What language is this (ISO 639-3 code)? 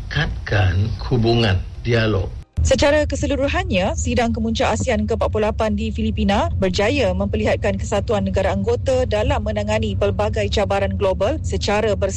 msa